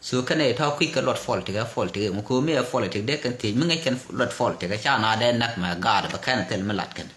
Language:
Nuer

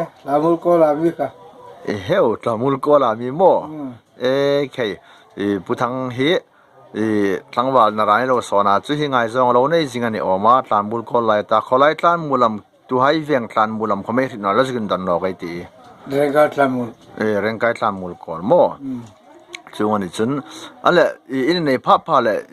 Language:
Hmar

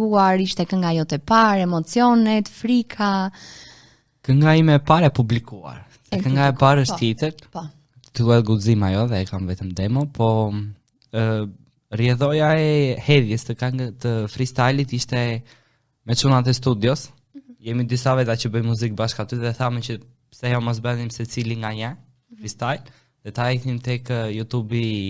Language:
Albanian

